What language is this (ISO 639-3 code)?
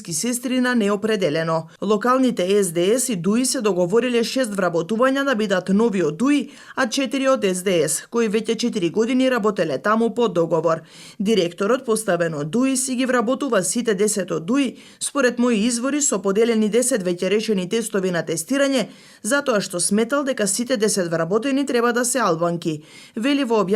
mkd